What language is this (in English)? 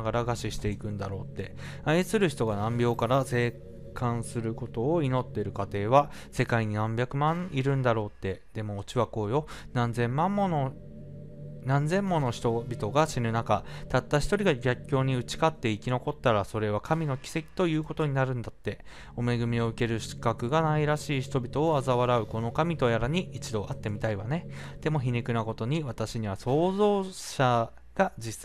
Japanese